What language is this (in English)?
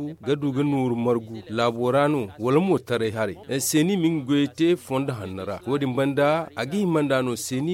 Zarma